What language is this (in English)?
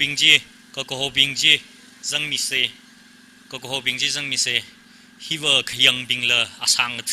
Tangkhul Naga (India)